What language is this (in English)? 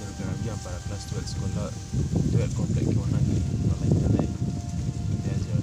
Riang (India)